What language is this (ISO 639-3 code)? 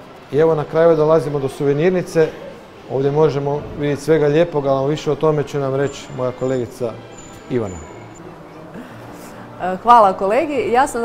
hrv